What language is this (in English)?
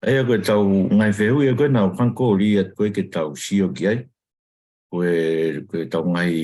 Tongan